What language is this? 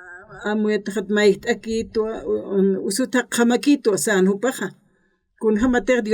Aymara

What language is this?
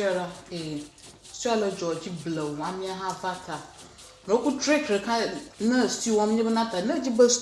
Ewe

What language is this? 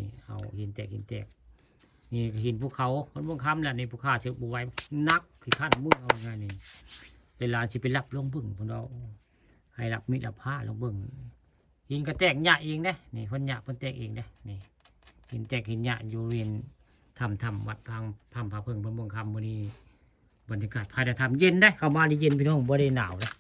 Northeastern Thai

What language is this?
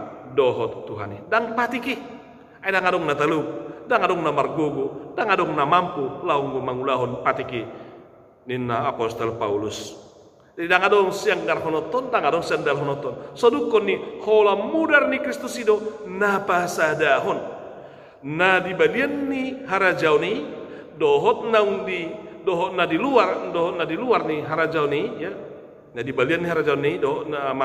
Batak Toba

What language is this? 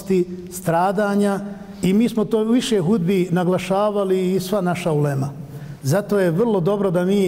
Bosnian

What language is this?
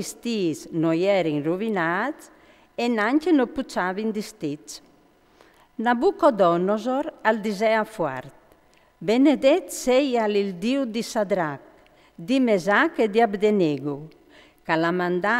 Friulian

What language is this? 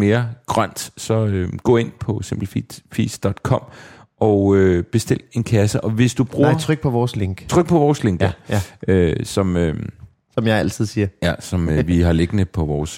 Danish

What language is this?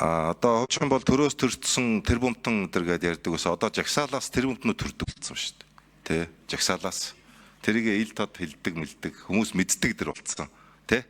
Mongolian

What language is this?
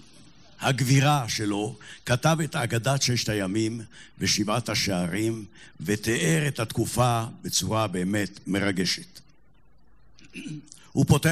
Hebrew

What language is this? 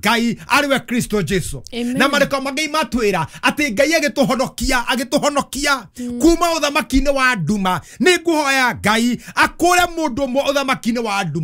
Kikuyu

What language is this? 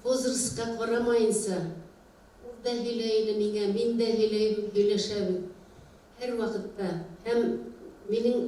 Bashkir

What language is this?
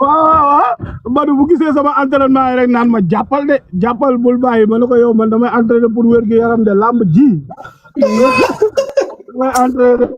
Wolof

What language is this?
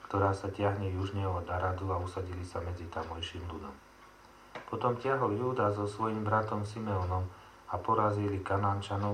Slovak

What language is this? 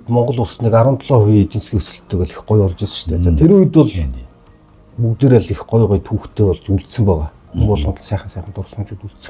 Mongolian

